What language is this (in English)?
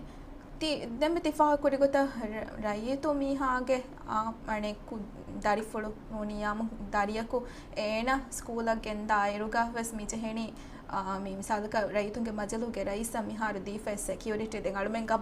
Divehi